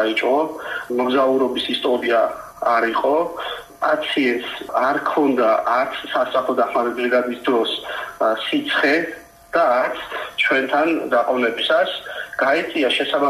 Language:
Georgian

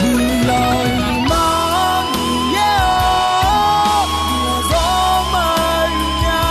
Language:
Akha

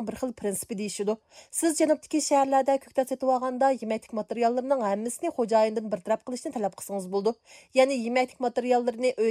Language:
Uyghur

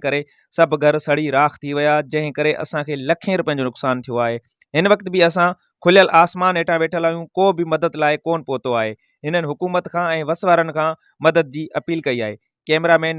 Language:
Sindhi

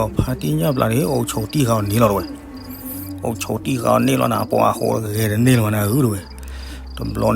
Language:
S'gaw Karen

